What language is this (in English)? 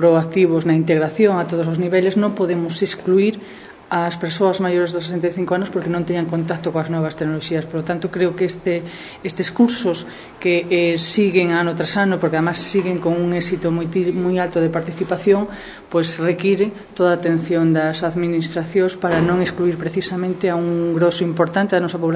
Galician